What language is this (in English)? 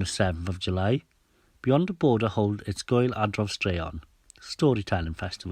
Welsh